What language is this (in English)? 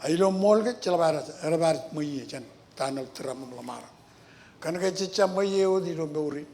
Marshallese